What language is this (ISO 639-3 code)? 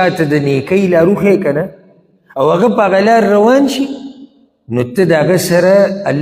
pus